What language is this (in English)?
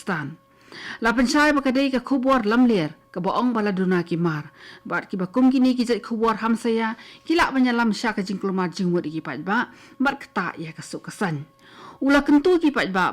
Khasi